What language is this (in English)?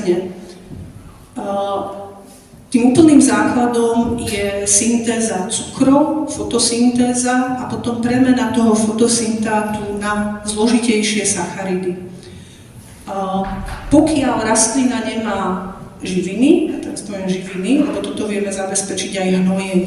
Slovak